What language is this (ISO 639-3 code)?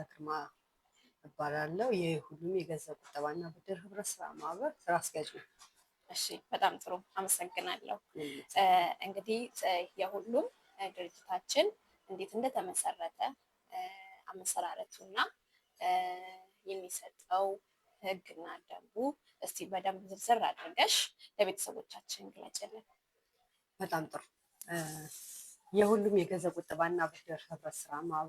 amh